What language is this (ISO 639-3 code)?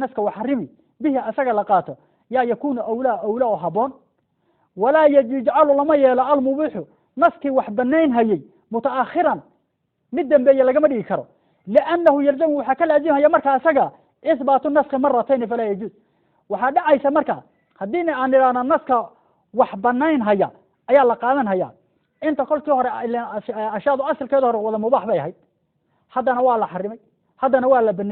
som